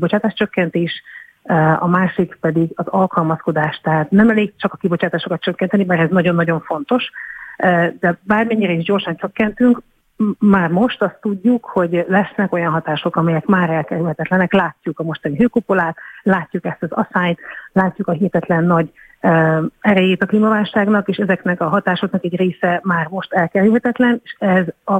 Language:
Hungarian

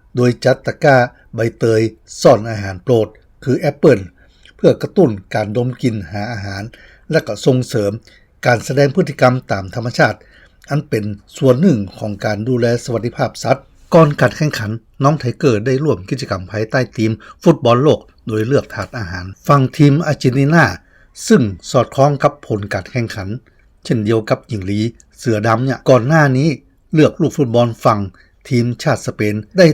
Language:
Lao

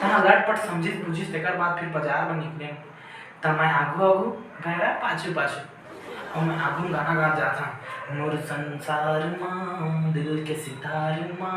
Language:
Chhattisgarhi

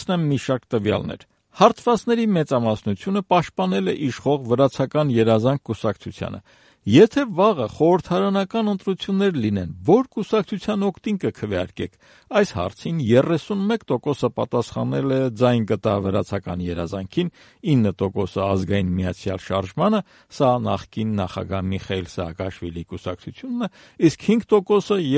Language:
Armenian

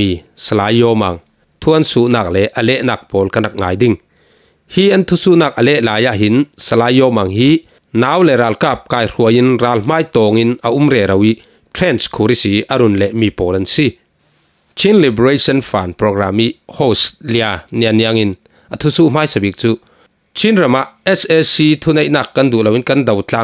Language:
Falam Chin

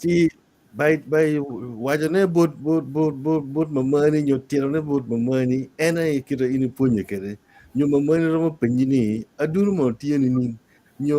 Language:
Acoli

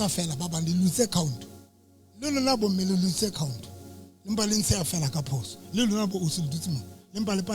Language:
Southern Sotho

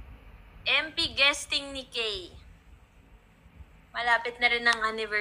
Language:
Filipino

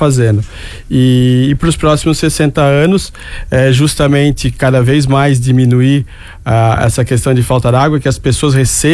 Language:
Portuguese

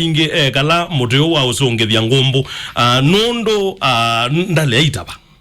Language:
Kamba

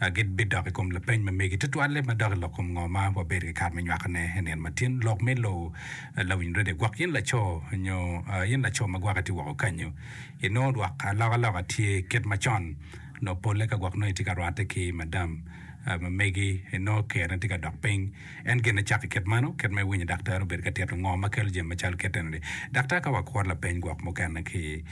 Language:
Acoli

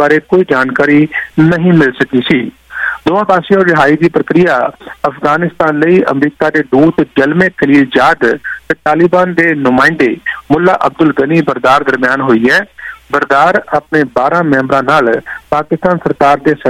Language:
Punjabi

